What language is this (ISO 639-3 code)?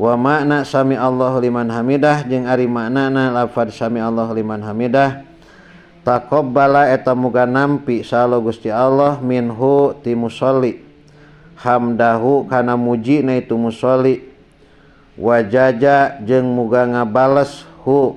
sun